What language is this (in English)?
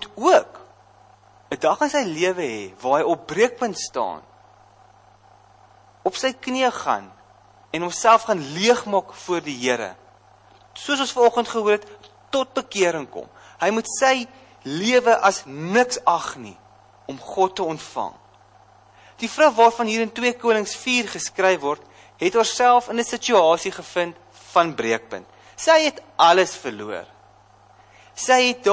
Afrikaans